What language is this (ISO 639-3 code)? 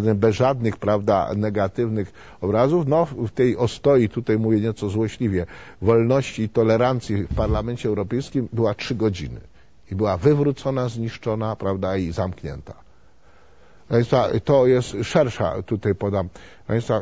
pol